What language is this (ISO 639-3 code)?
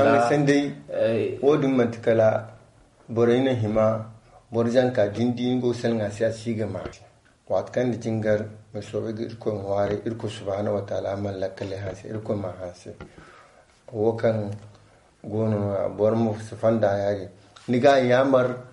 dje